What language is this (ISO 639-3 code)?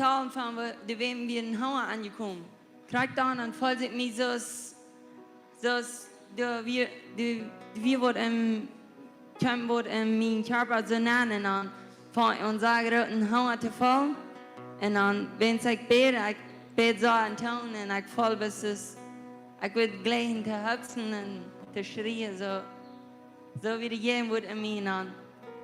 pdt